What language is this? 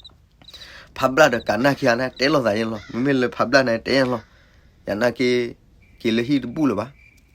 S'gaw Karen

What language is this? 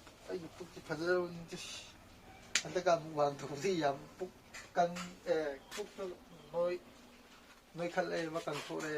Manipuri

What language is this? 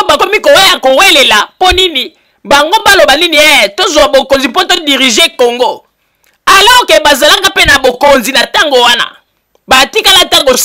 Lingala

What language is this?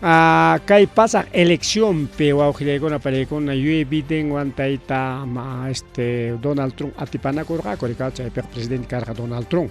Ayacucho Quechua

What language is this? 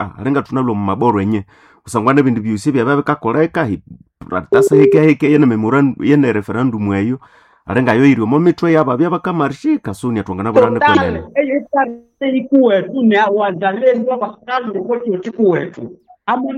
Nande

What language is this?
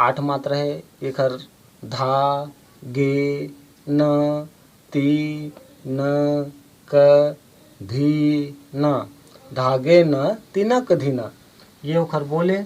Chhattisgarhi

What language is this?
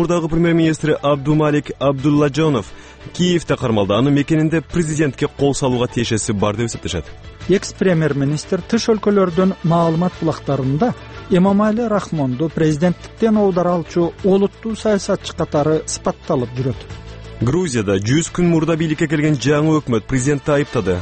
Kyrgyz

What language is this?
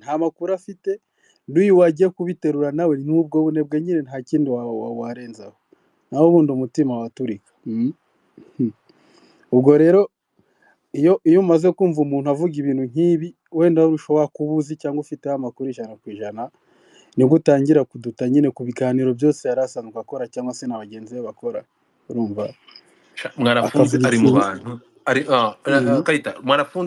Kinyarwanda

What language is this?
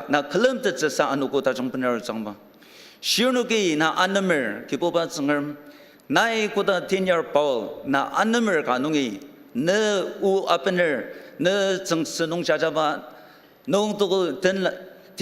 Ao Naga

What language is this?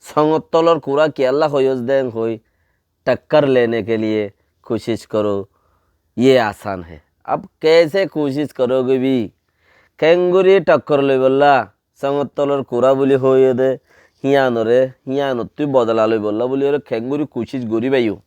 Rohingya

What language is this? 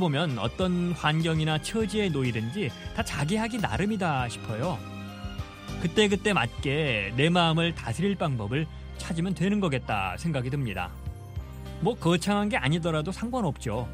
Korean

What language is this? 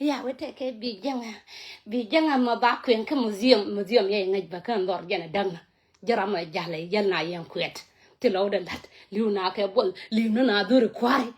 Nuer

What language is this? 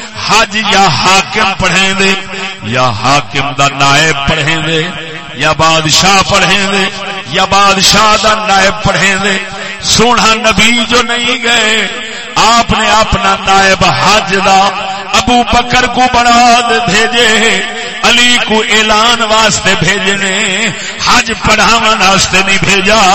Saraiki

